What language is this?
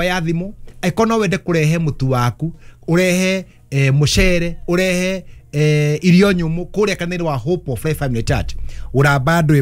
Kikuyu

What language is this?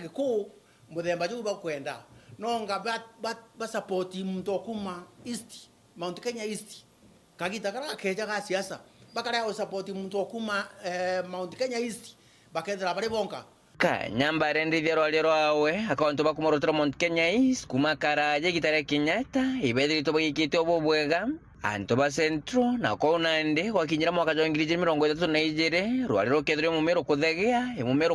Meru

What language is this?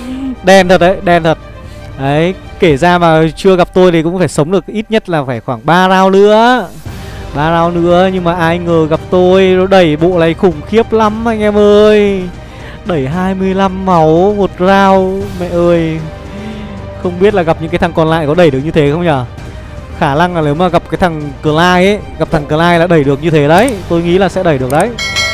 Vietnamese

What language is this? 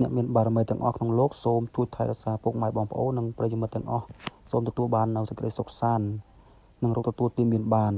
Khmer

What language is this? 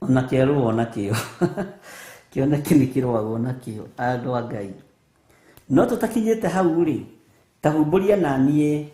Kikuyu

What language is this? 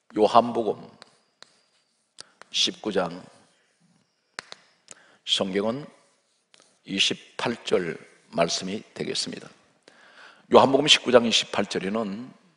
Korean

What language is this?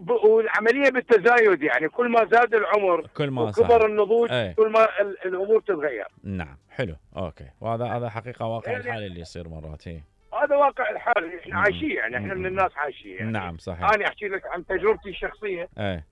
Mesopotamian Arabic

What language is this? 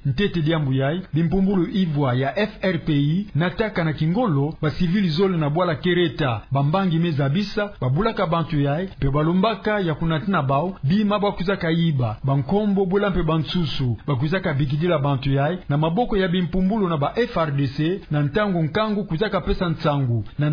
Kituba (Democratic Republic of Congo)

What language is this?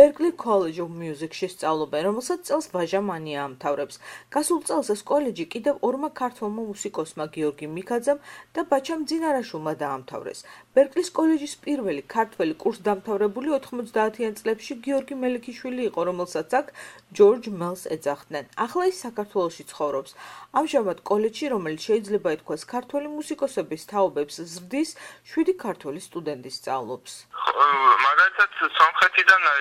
Georgian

